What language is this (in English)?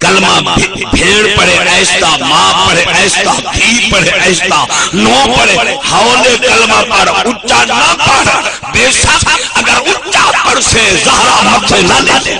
Saraiki